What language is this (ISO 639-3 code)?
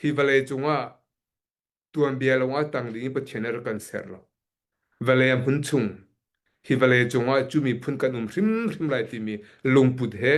cnh